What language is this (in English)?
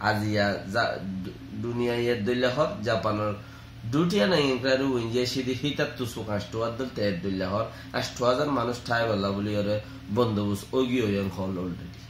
Rohingya